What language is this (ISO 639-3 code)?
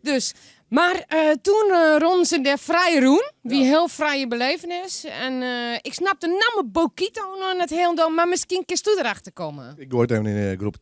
fry